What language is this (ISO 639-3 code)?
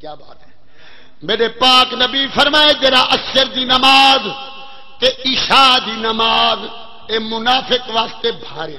skr